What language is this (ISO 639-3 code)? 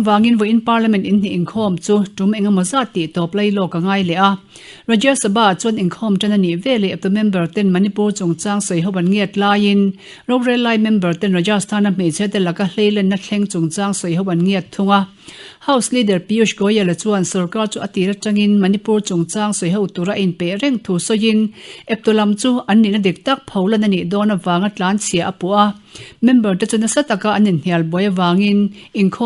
lus